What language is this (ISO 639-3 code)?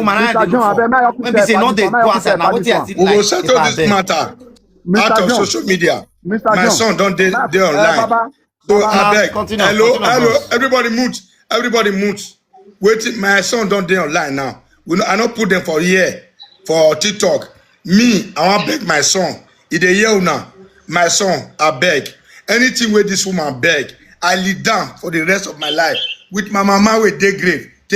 pcm